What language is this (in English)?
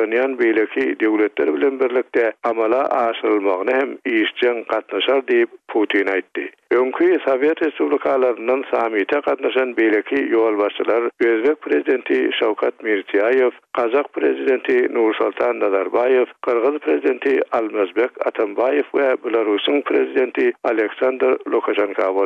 Turkmen